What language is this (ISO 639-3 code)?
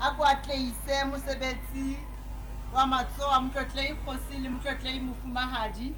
sot